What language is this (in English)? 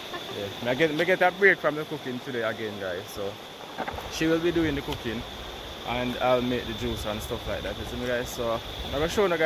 Jamaican Creole English